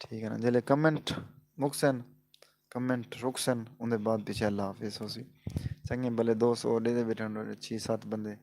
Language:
Saraiki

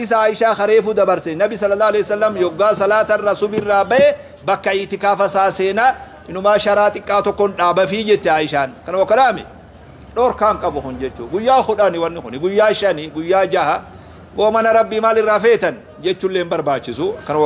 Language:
Oromo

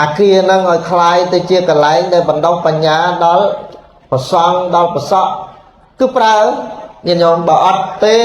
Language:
Khmer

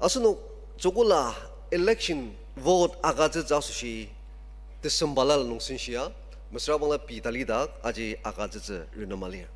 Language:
Ao Naga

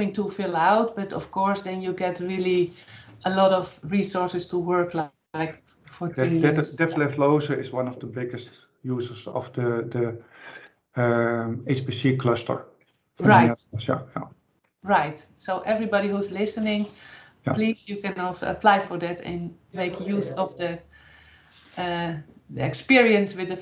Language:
English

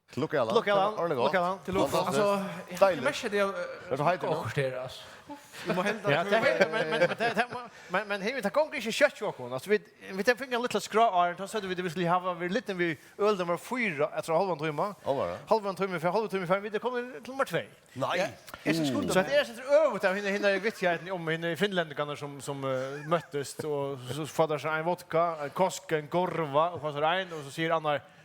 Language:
Faroese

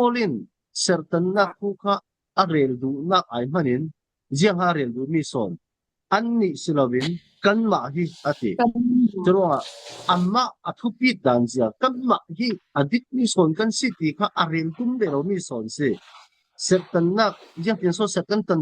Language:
Falam Chin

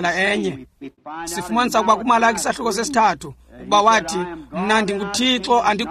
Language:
Xhosa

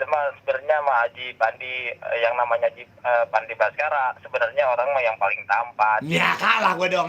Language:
Betawi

